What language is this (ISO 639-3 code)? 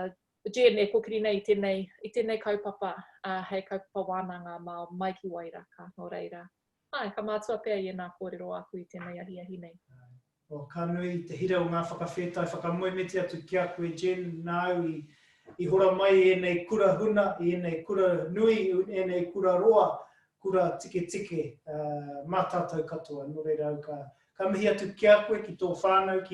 mri